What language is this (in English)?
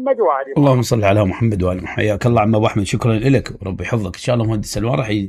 Mesopotamian Arabic